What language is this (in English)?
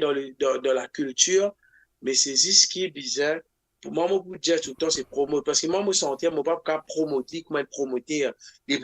Morisyen